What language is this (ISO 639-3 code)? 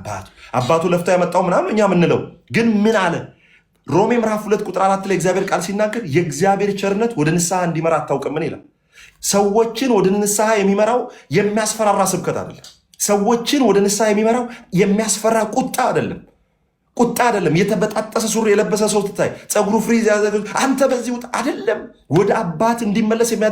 amh